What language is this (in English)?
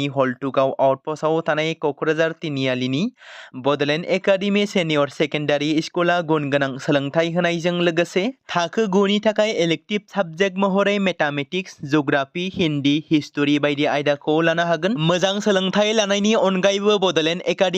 Bodo